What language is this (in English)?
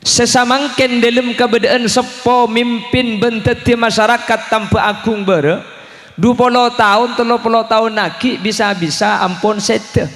Madurese